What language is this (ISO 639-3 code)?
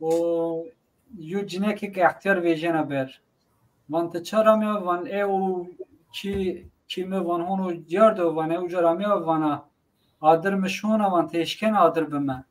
zza